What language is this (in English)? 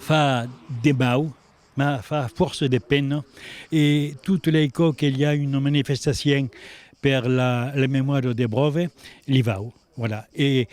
Occitan